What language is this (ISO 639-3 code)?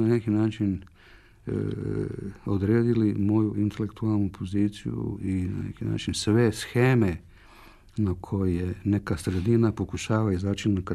hrv